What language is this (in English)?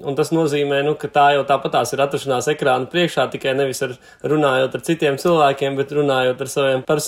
Latvian